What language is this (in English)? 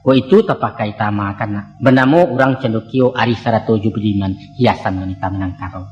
Minangkabau